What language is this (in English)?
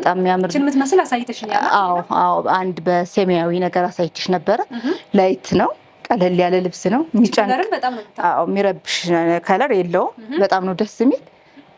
Amharic